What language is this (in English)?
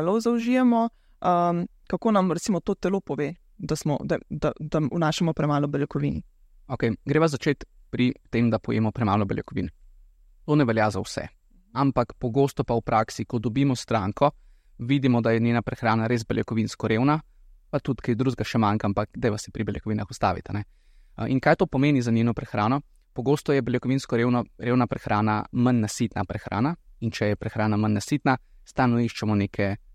Slovenian